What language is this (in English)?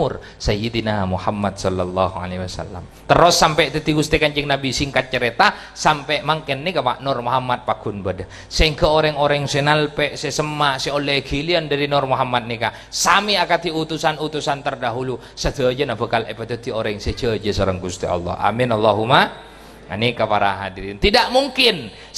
Madurese